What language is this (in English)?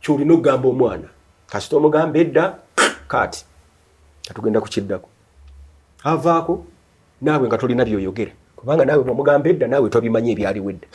Ganda